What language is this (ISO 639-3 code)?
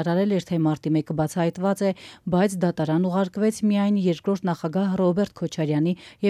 hye